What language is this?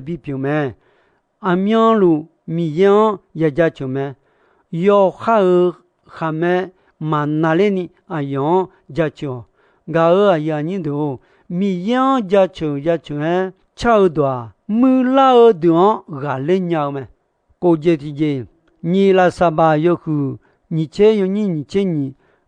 Akha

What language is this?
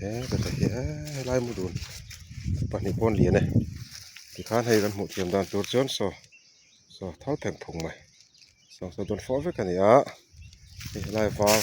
Mizo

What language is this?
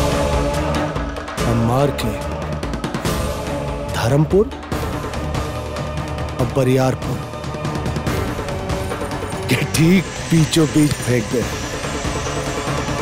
Bhojpuri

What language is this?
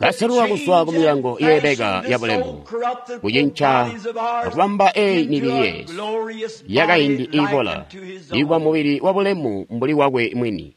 Tonga (Zambia)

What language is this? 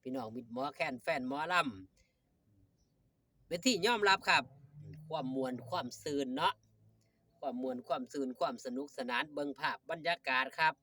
Northeastern Thai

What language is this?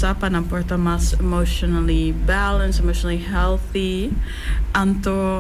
Papiamento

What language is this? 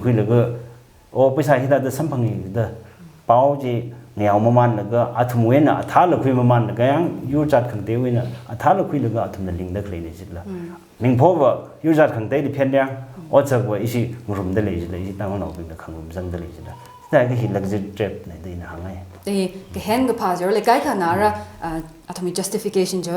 Tangkhul Naga (India)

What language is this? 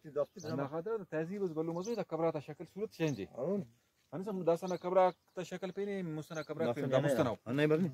Brahui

